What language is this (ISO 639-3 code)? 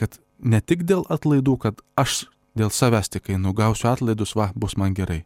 lit